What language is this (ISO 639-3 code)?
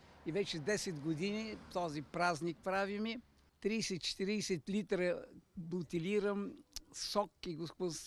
bul